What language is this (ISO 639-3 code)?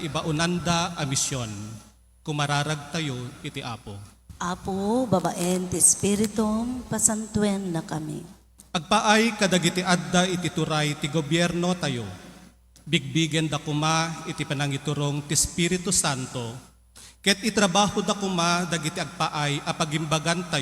ilo